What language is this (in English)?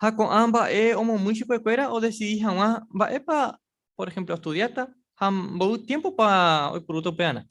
Guarani